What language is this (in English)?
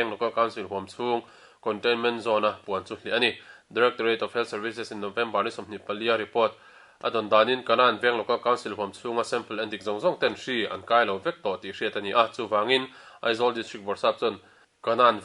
Mizo